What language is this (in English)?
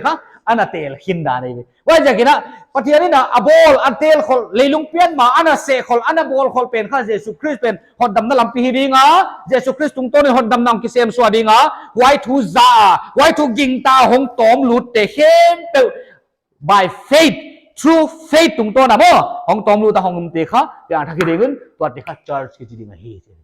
Paite Chin